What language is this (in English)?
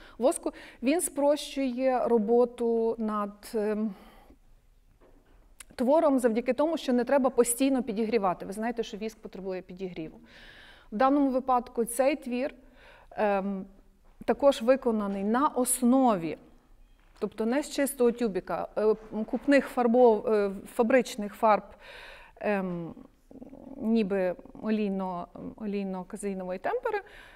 Ukrainian